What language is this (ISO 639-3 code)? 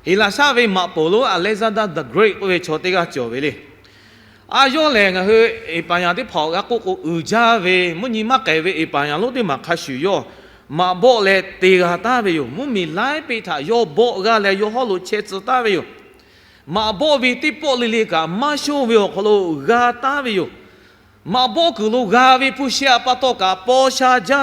lhu